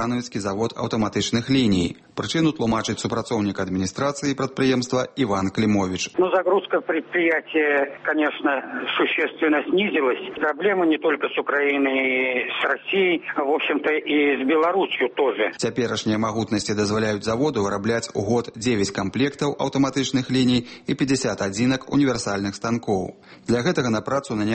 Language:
Belarusian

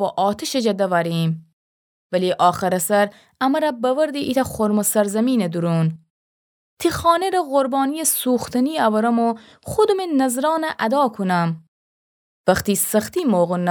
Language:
Gilaki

